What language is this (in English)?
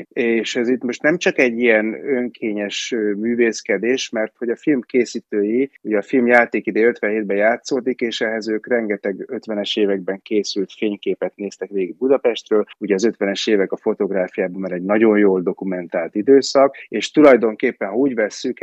Hungarian